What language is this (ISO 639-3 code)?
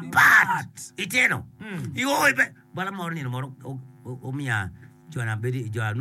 ach